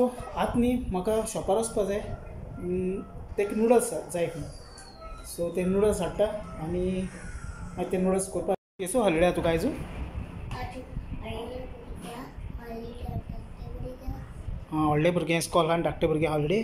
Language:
Konkani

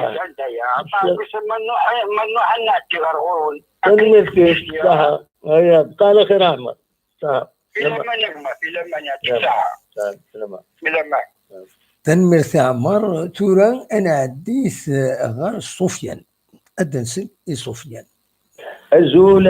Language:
Kabyle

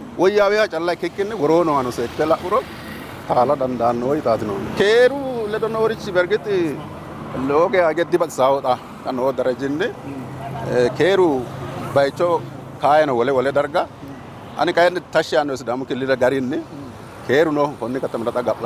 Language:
Sidamo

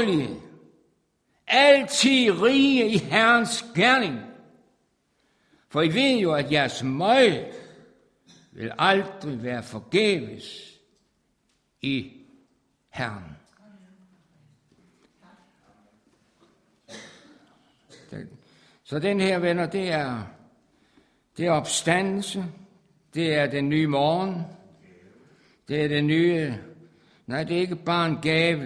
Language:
Danish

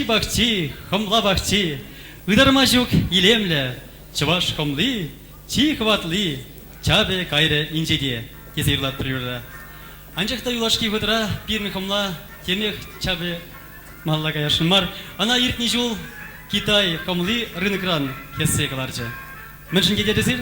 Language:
Chuvash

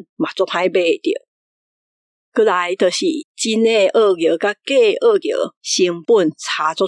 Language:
Min Nan Chinese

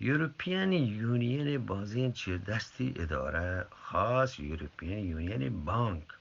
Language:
Eastern Balochi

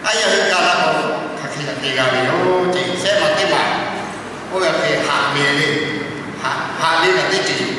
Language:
Lahu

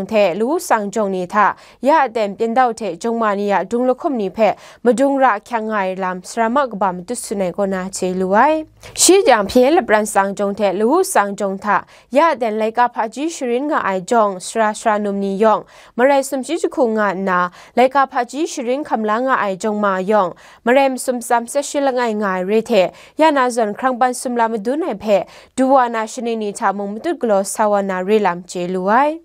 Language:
Kachin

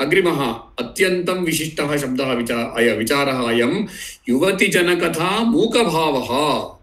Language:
Sanskrit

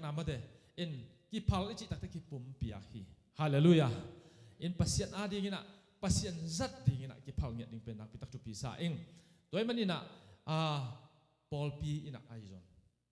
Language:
Tedim Chin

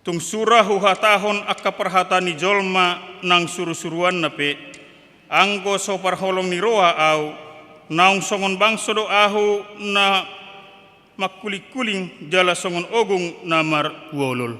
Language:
Batak Toba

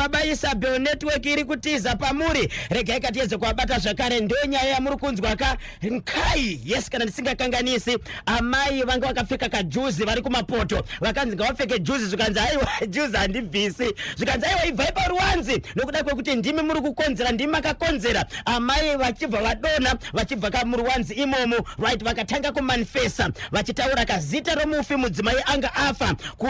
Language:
Shona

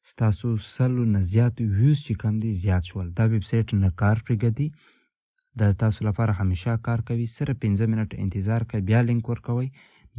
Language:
Pashto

